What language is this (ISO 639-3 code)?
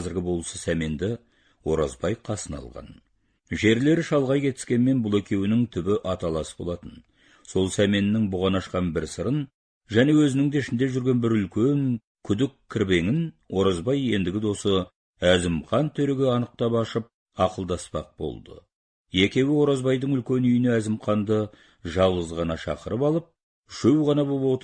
kaz